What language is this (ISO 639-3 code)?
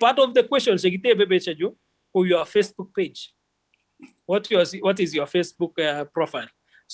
kln